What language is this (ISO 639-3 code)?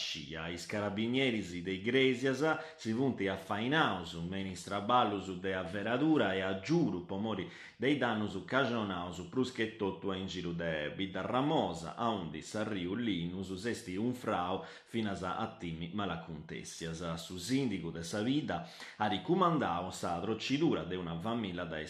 srd